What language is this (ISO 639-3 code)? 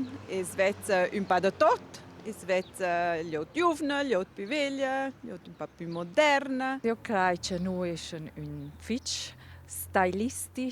roh